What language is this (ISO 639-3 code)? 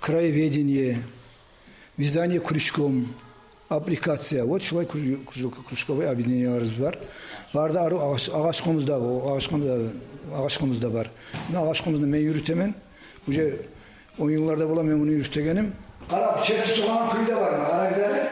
kum